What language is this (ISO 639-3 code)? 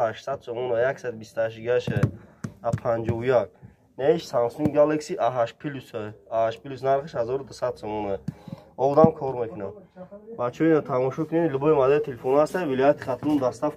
tgk